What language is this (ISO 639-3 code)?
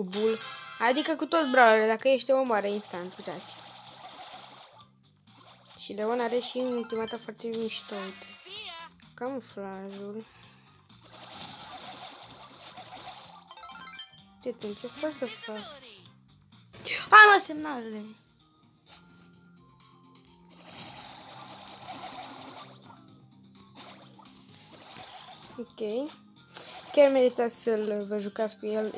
ron